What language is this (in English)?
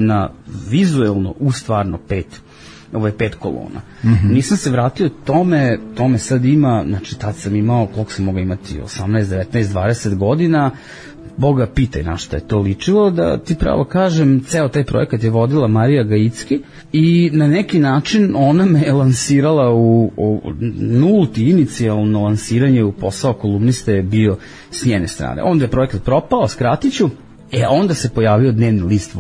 Serbian